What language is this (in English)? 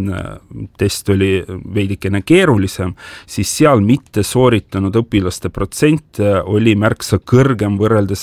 Estonian